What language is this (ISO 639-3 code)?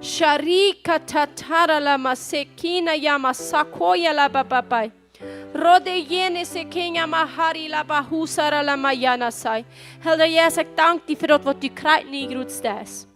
pdt